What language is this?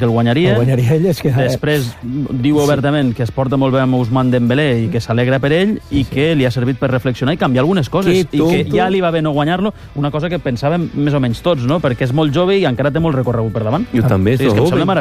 Catalan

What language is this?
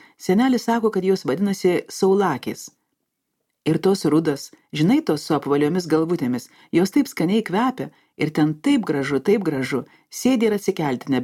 Lithuanian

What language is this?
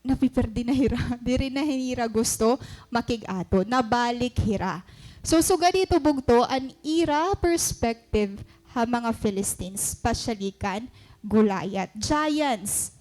Waray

